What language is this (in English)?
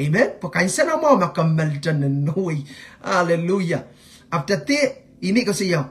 Pohnpeian